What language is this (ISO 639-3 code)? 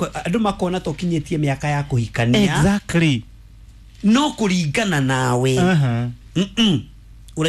kik